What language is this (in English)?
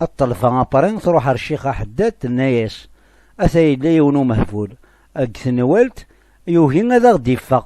Kabyle